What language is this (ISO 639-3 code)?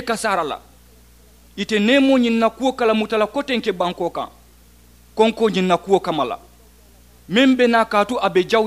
man